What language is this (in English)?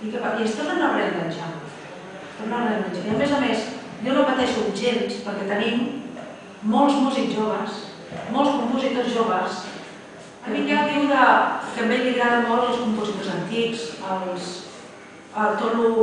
Catalan